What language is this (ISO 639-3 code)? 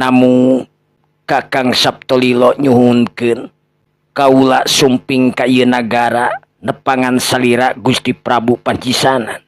sun